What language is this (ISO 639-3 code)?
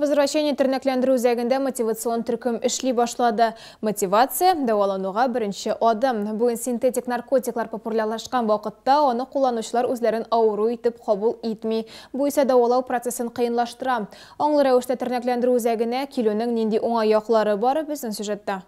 tat